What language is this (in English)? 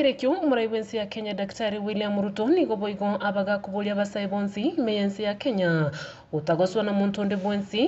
Gusii